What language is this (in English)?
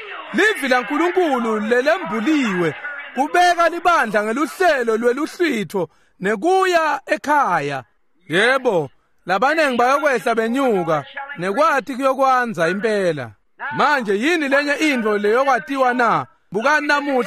Swati